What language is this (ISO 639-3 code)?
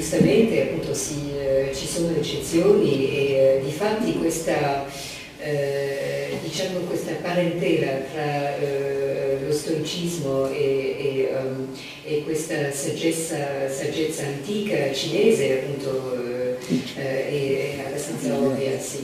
ita